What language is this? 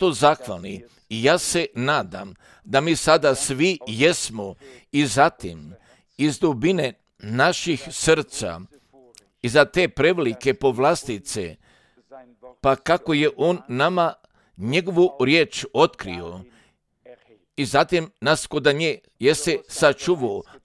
Croatian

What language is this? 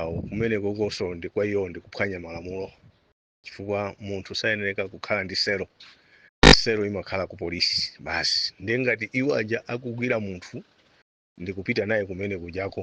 Nyanja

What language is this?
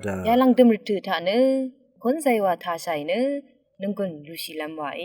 Rawang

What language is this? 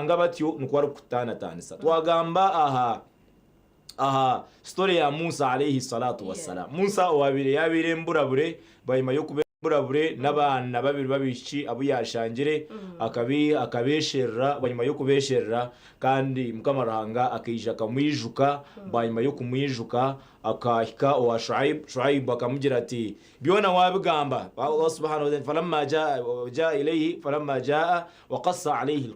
Nyankole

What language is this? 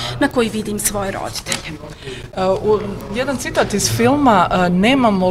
Bosnian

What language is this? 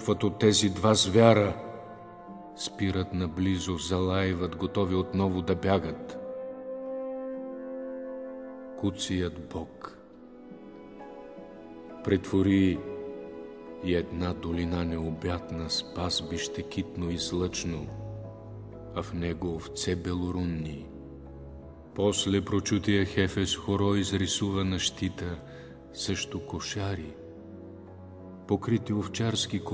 Bulgarian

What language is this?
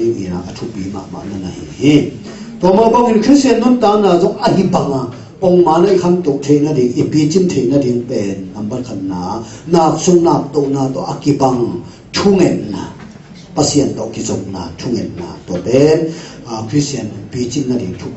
Tedim Chin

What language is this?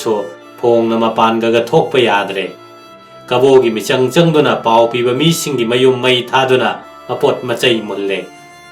Manipuri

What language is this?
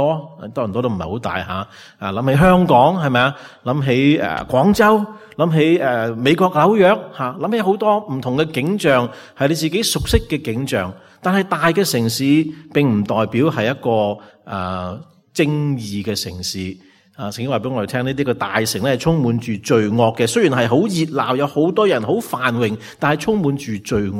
Cantonese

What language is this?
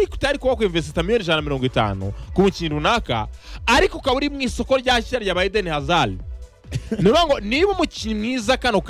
Kinyarwanda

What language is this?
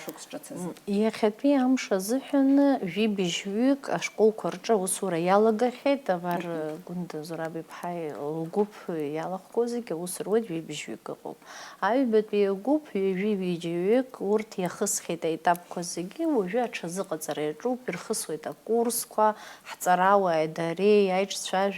Abkhazian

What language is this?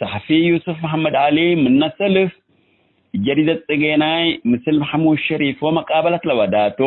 Tigre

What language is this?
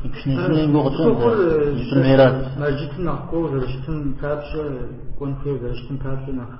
Kabardian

